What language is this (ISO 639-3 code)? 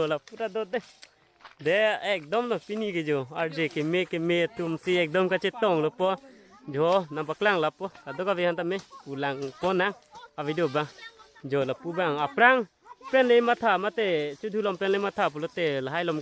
mjw